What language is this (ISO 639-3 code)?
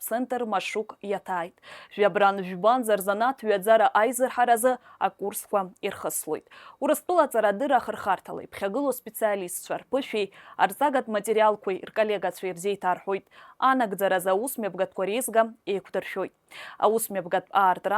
abk